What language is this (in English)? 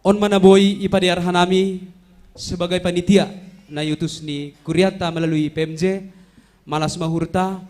Batak Simalungun